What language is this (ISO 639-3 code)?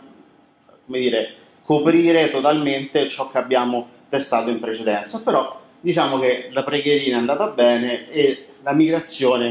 ita